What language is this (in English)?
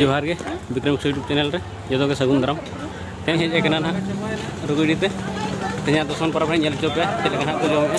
Santali